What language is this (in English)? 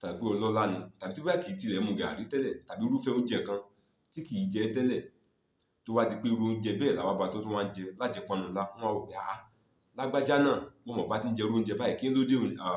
Yoruba